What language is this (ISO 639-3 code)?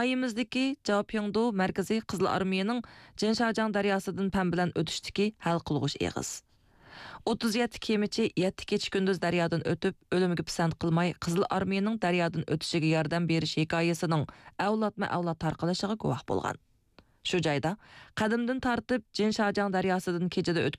uig